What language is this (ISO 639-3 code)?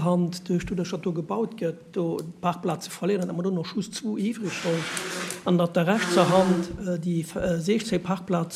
ltz